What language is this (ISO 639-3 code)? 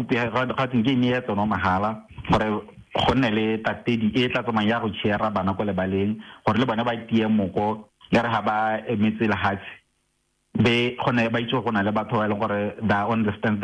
tsn